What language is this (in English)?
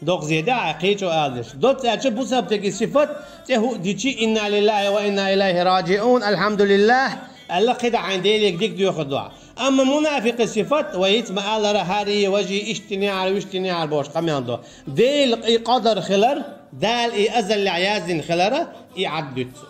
Chechen